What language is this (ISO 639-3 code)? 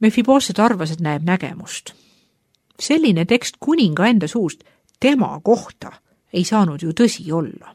est